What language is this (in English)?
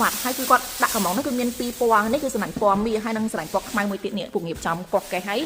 Khmer